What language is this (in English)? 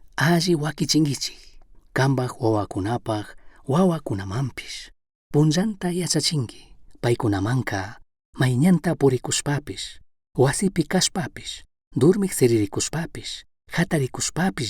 Chimborazo Highland Quichua